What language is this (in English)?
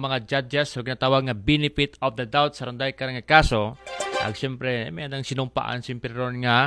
Aklanon